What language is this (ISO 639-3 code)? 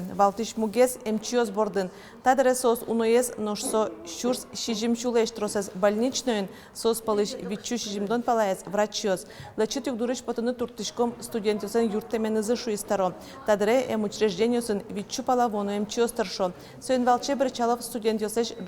udm